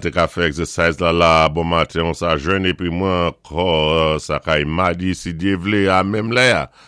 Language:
Saint Lucian Creole French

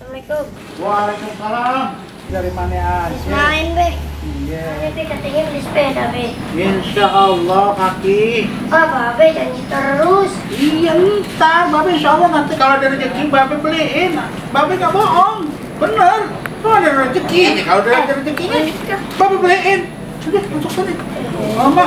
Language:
Betawi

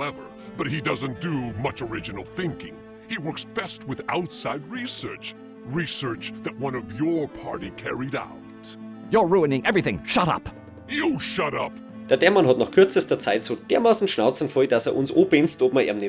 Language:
Bavarian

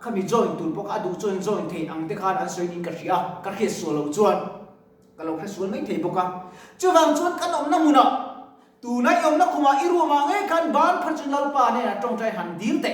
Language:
Mizo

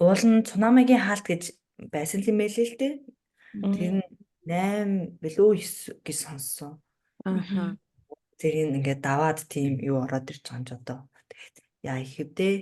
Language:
Mongolian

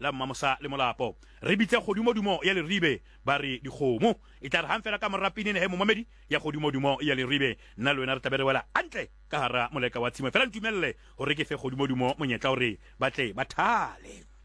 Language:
Southern Sotho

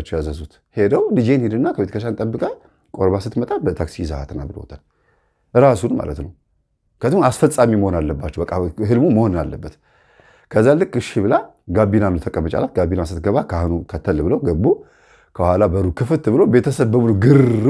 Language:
Amharic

